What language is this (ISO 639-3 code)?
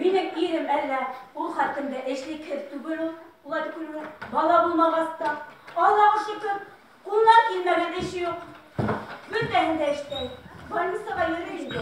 bak